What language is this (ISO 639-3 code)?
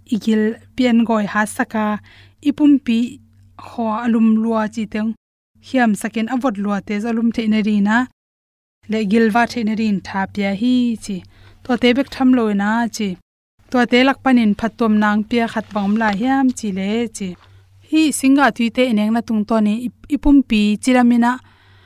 ctd